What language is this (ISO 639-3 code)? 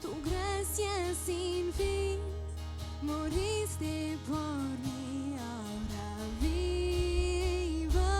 pdt